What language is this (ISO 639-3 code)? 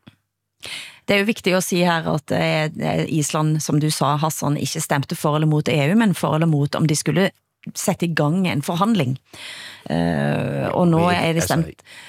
dan